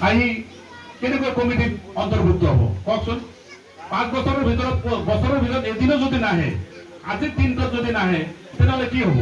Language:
Assamese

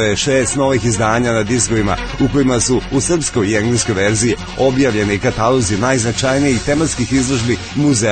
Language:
Serbian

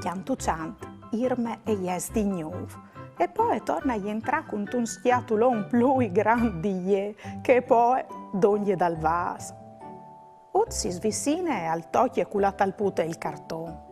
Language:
Friulian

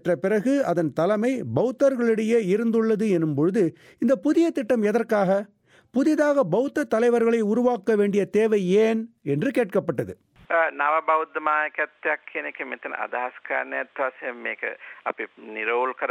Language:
Tamil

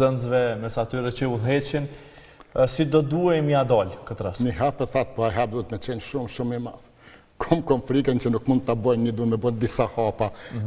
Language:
Albanian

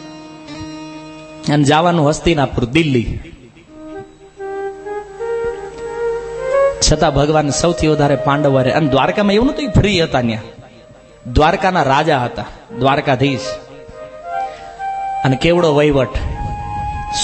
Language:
Gujarati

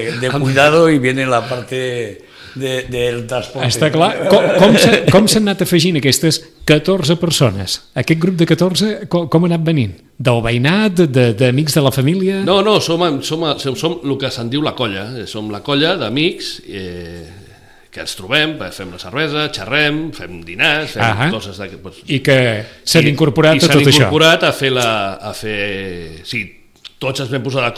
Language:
Catalan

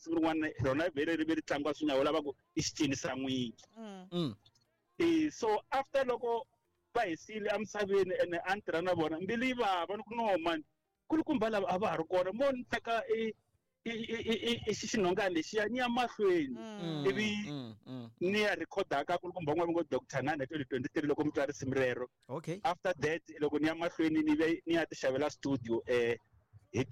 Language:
Tsonga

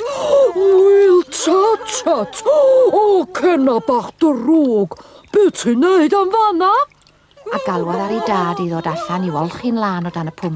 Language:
Welsh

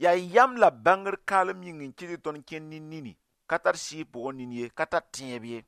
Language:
Mossi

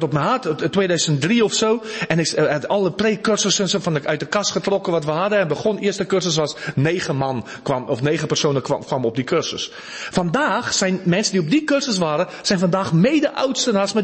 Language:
Dutch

